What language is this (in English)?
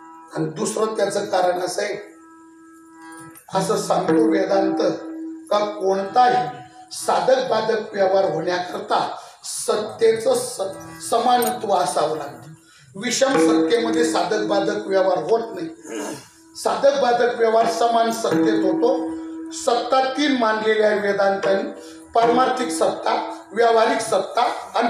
Marathi